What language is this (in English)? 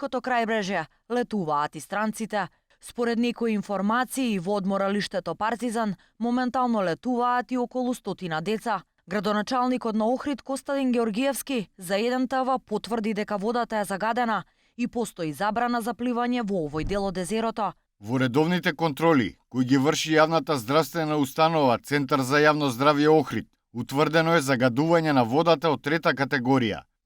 Macedonian